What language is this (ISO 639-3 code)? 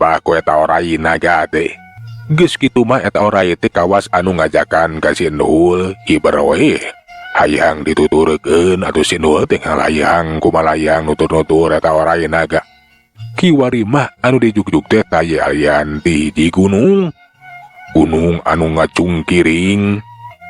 sun